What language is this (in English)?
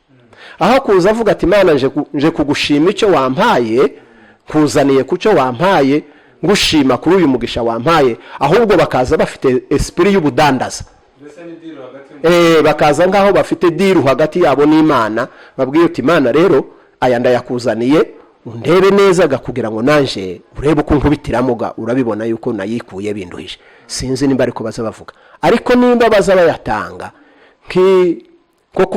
Kinyarwanda